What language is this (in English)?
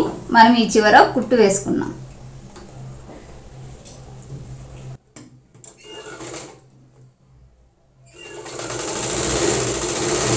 Telugu